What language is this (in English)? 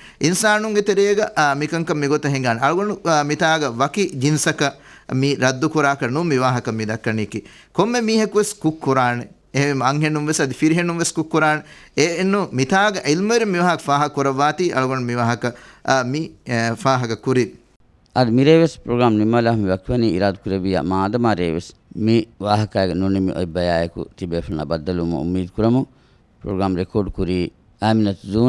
Divehi